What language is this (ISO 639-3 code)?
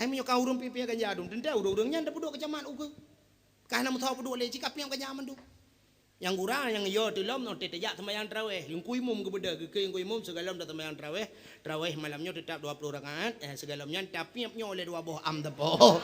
ace